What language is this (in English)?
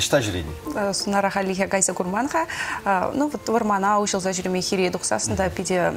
Chuvash